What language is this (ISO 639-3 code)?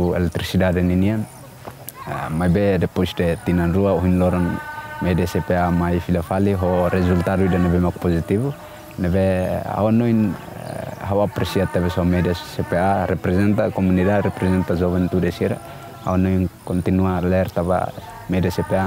tet